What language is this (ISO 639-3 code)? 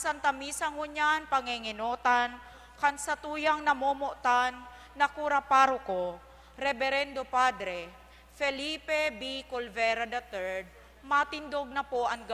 bik